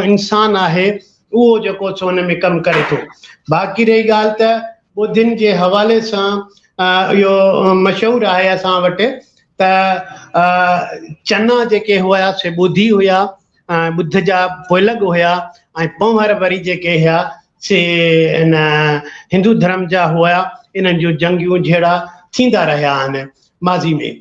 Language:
Sindhi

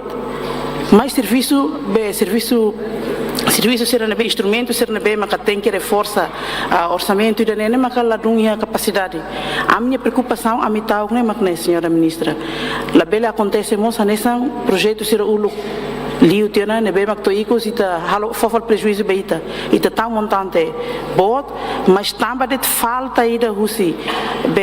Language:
Tetum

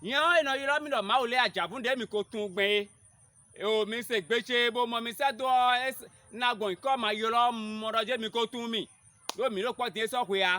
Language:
Fon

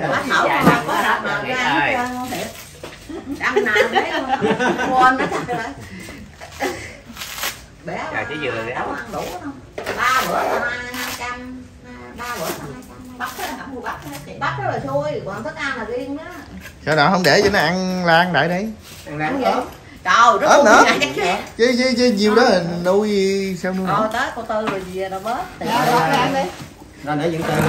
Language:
Vietnamese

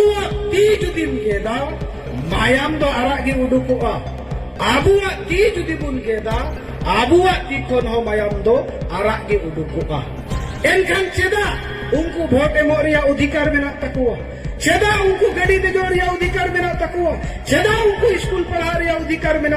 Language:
Santali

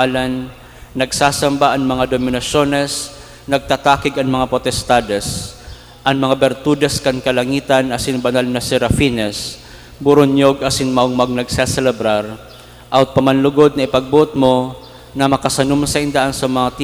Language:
Bikol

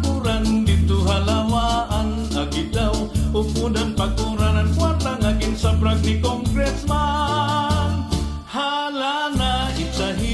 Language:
Waray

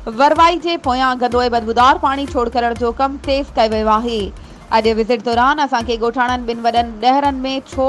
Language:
Sindhi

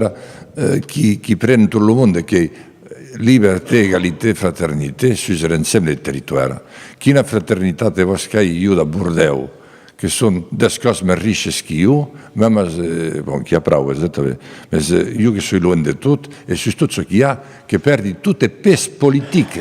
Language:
Occitan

